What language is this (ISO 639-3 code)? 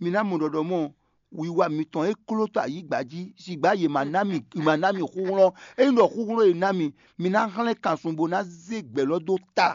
fon